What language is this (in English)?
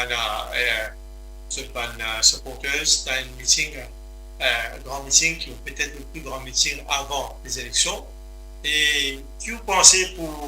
Morisyen